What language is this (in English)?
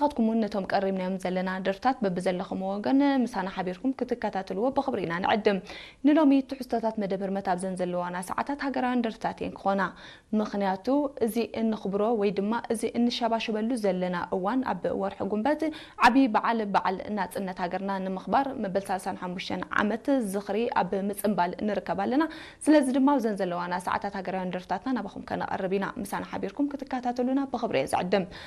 Tigrinya